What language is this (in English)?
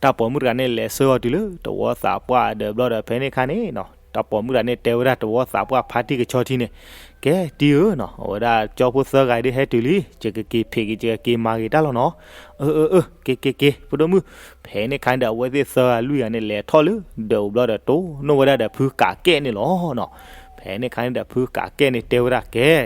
S'gaw Karen